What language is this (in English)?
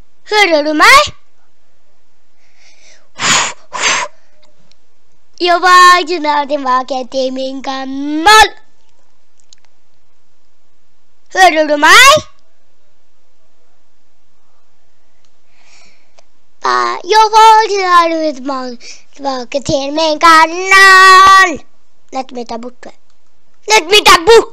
Norwegian